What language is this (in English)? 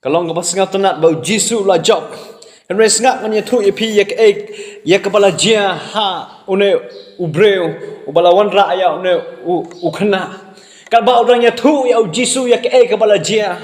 Khasi